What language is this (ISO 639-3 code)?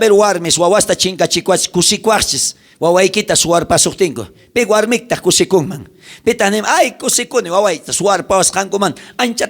quh